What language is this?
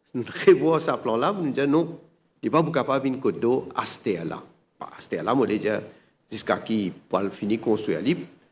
Morisyen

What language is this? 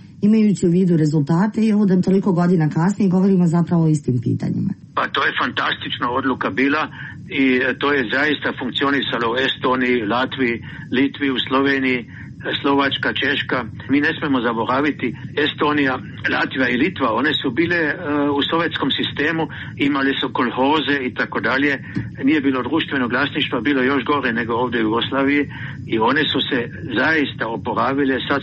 Serbian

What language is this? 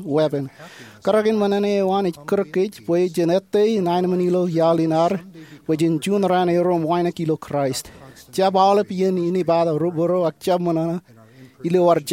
Marshallese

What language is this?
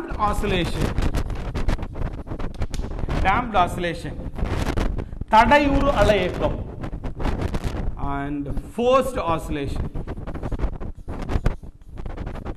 Tamil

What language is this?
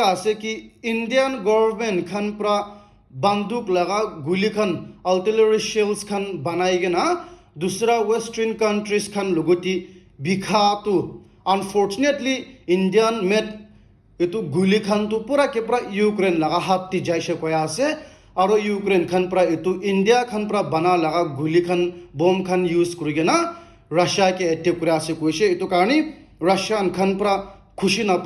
Naga Pidgin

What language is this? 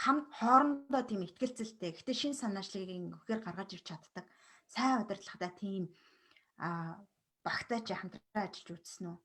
Mongolian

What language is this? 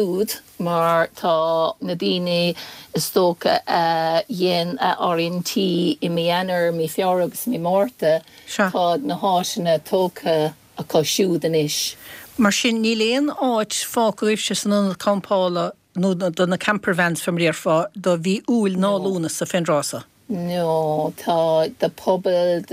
Irish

